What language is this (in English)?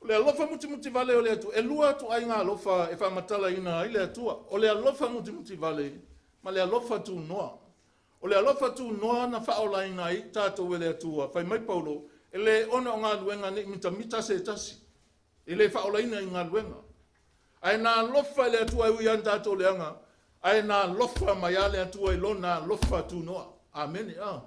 Samoan